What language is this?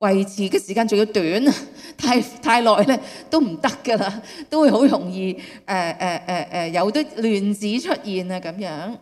Cantonese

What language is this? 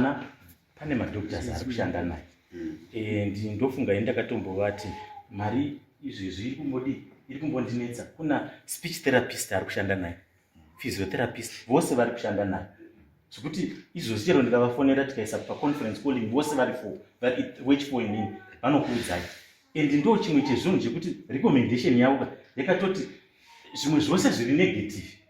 Shona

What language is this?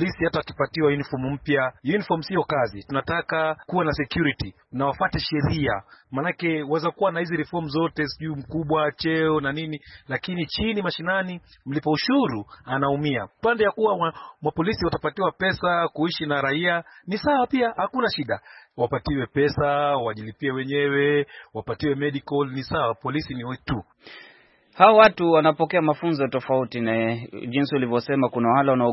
Swahili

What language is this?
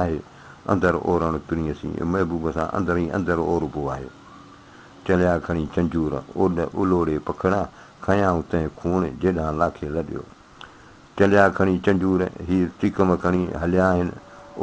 Sindhi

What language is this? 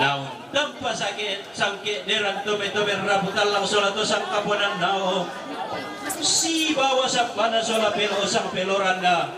Toraja-Sa'dan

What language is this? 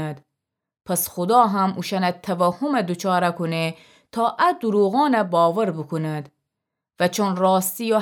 Gilaki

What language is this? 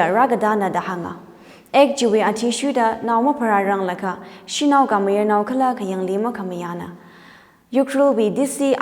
Tangkhul Naga (India)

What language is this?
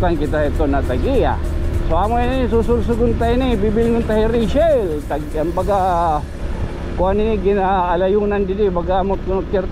Waray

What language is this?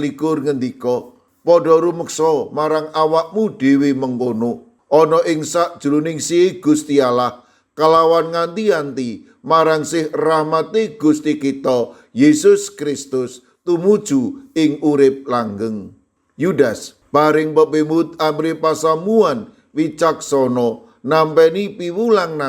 Javanese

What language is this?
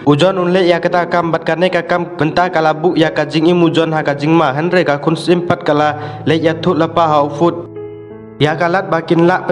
Khasi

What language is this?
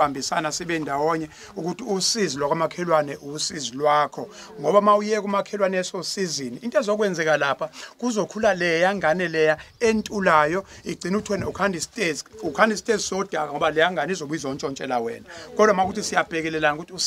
Zulu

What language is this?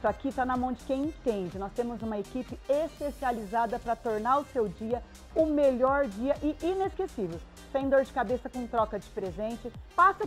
Portuguese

